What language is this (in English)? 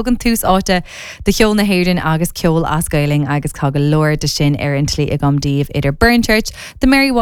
Irish